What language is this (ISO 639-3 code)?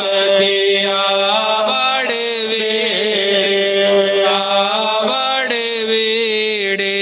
doi